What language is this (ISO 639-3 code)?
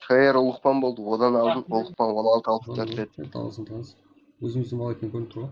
kaa